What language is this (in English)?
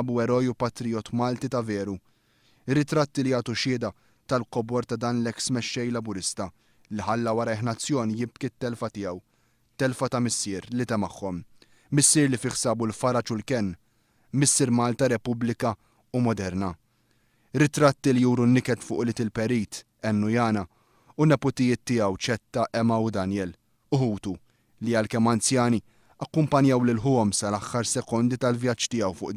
Maltese